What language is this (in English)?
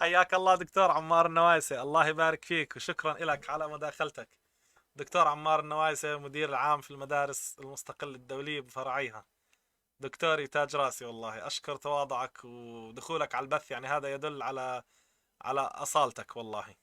North Levantine Arabic